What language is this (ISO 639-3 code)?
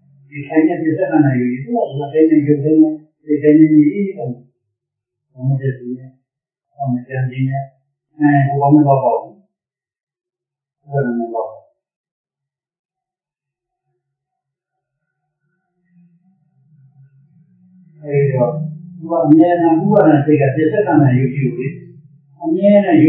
mya